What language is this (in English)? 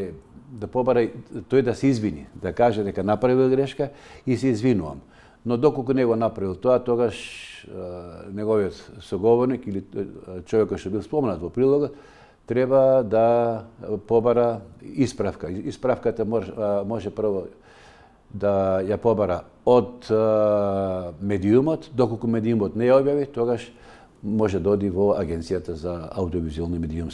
Macedonian